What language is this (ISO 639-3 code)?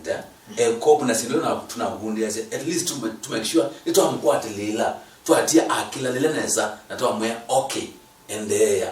kam